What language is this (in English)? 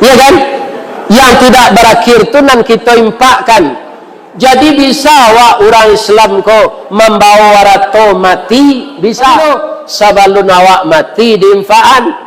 Minangkabau